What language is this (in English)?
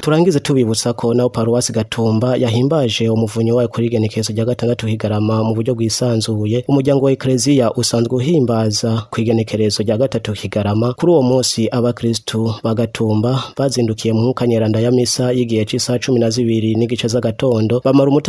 Rundi